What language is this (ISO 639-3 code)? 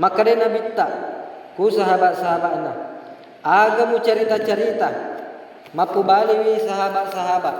bug